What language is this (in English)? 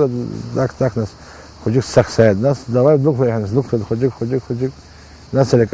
Abkhazian